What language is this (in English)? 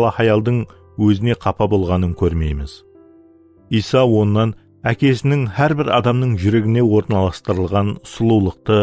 Kara-Kalpak